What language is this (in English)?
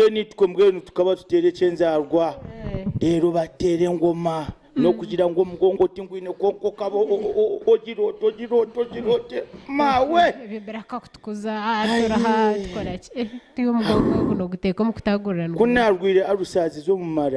Nyankole